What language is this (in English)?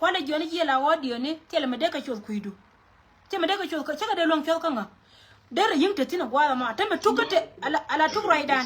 Nuer